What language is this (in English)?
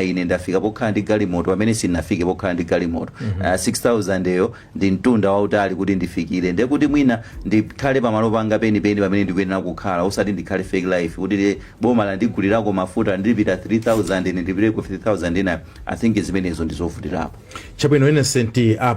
Nyanja